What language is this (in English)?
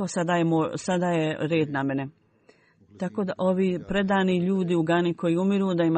Bosnian